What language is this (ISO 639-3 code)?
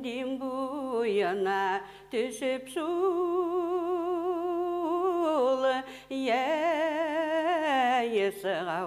bak